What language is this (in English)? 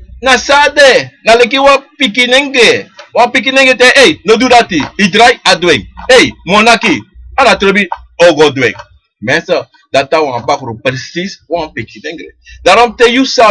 Sranan Tongo